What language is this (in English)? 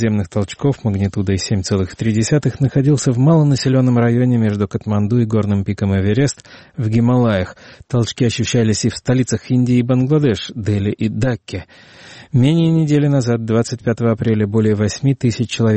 Russian